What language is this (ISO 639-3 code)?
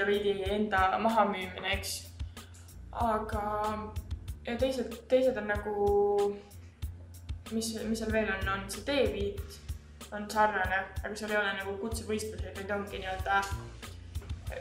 est